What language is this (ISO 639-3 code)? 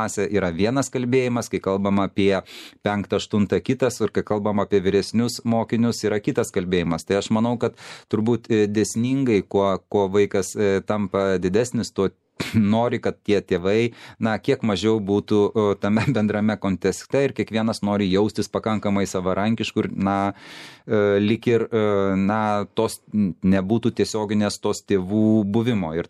lit